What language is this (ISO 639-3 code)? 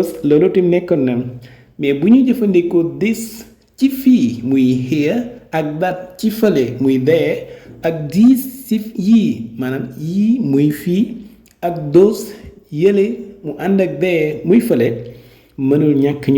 wol